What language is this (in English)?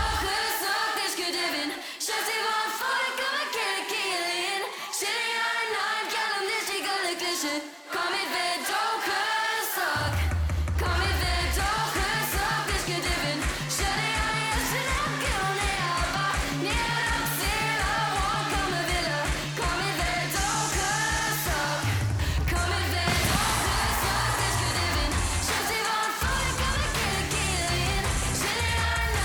Irish